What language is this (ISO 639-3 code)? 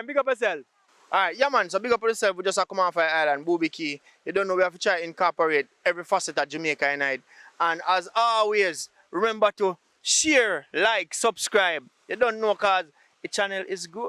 jam